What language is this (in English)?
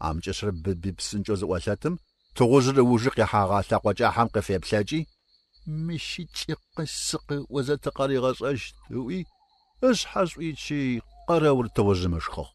Adyghe